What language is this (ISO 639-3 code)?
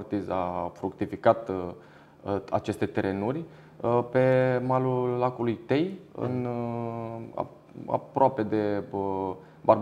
ron